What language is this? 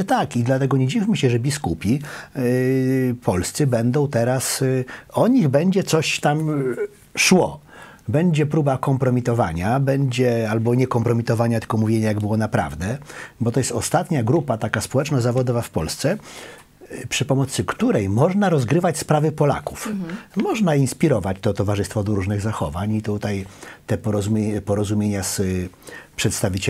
Polish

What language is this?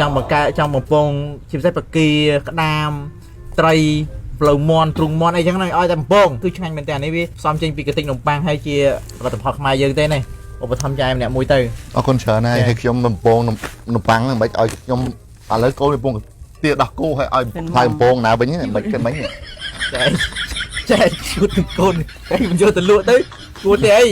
Khmer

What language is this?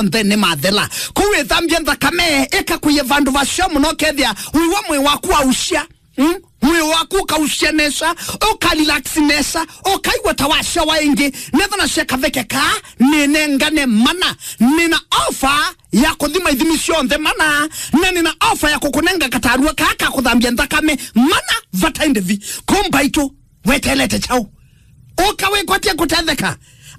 Kamba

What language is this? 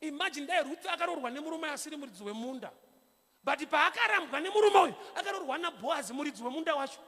Shona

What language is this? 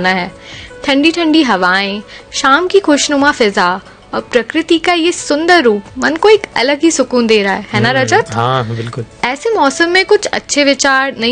Hindi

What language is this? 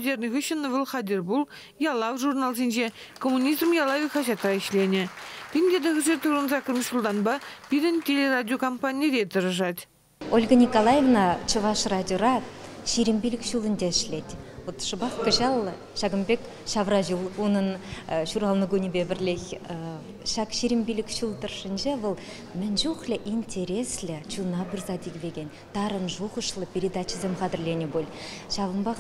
Chuvash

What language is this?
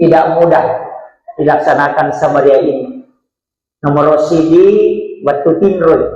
Buginese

